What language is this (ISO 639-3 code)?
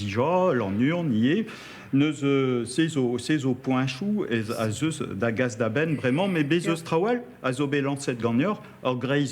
bre